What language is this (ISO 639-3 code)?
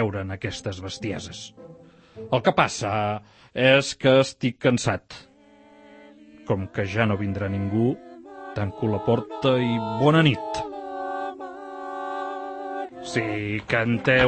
cat